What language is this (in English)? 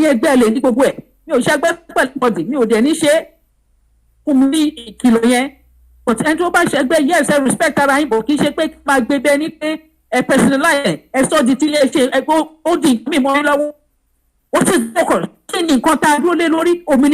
Yoruba